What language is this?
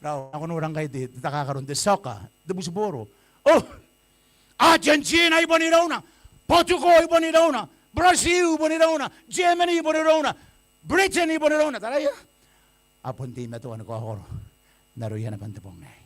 Gilbertese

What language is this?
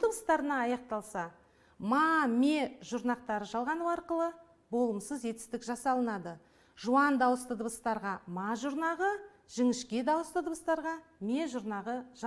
Kazakh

